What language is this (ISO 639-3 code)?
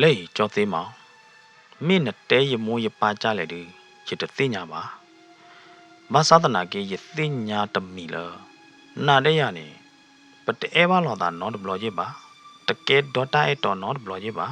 ksw